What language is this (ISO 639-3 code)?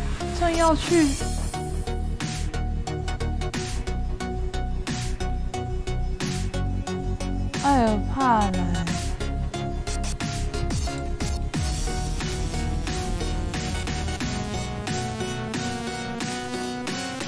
zho